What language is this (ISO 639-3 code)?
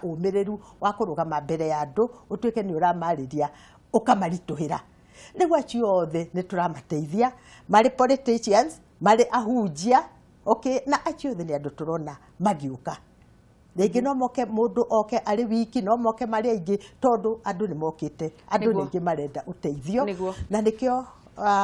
kik